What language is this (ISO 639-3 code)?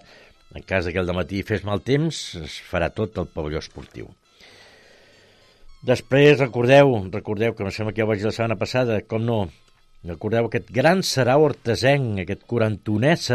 cat